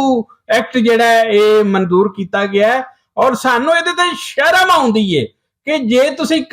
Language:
Western Panjabi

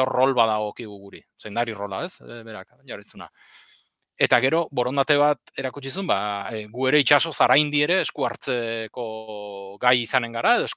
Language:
Basque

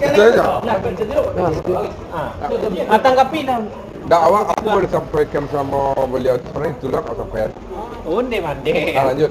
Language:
Minangkabau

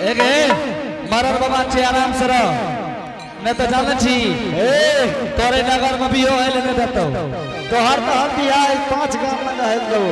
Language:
Angika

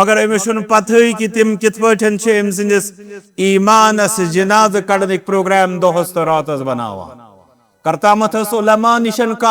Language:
Kashmiri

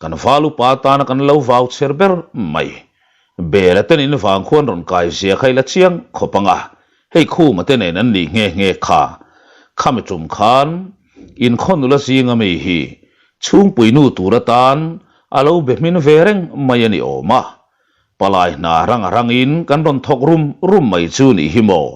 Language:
Mizo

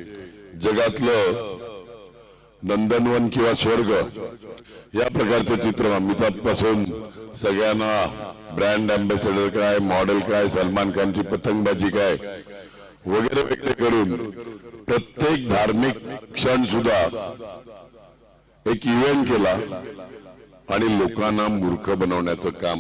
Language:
Marathi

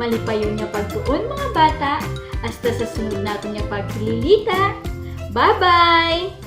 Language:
Hiligaynon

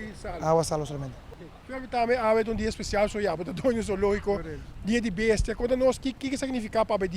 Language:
Papiamento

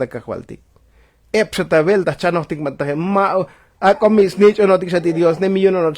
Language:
Tzotzil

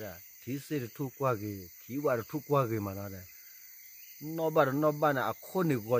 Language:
S'gaw Karen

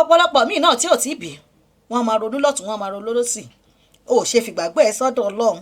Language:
Yoruba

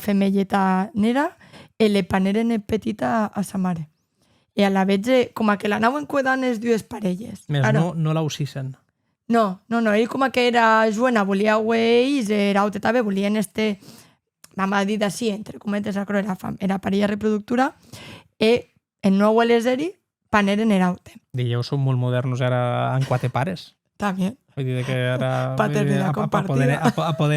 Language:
Occitan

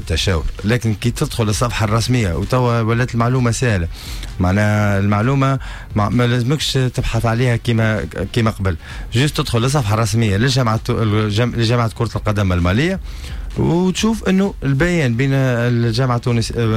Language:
Tunisian Arabic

